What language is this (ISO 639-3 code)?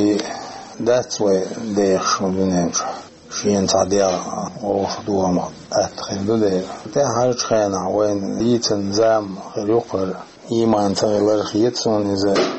che